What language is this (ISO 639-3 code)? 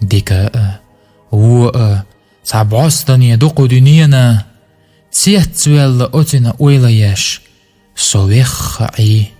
che